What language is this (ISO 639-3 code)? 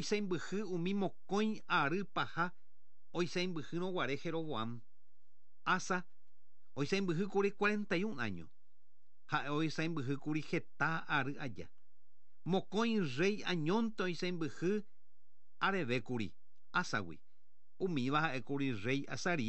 grn